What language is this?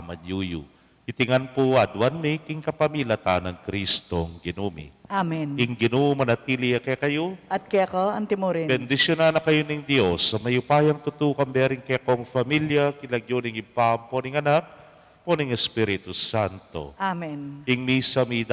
Pampanga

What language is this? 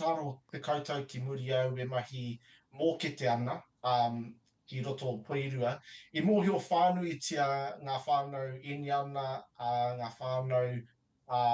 Māori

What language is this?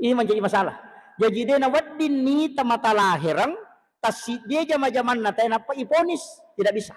Buginese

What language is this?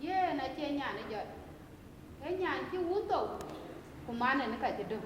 Dinka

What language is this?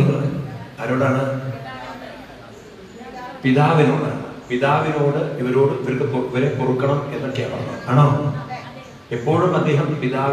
Malayalam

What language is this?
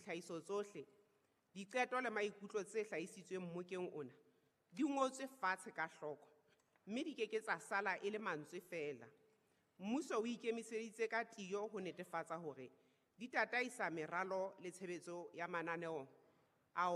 Southern Sotho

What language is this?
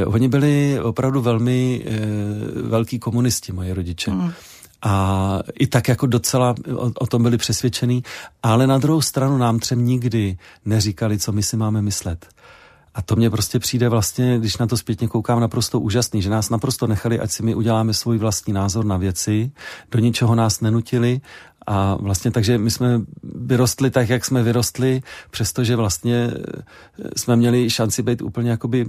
Czech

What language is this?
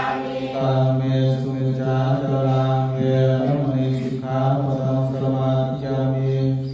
Pali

